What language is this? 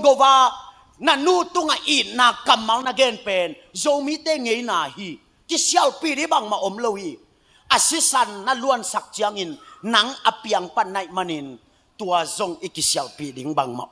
Tedim Chin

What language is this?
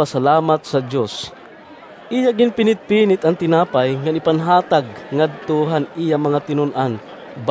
Waray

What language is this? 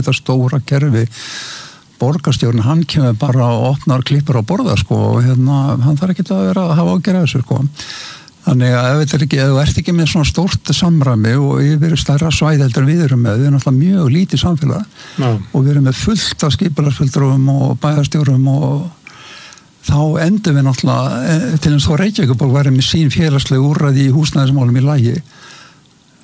Icelandic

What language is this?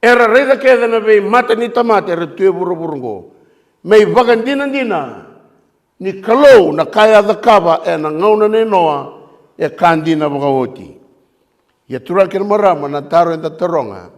Fijian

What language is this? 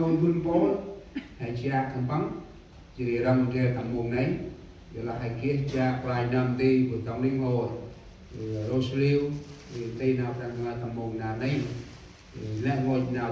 Central Mnong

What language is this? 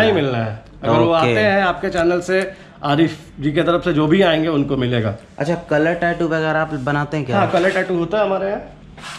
Hindi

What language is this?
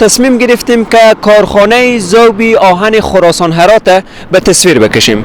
Persian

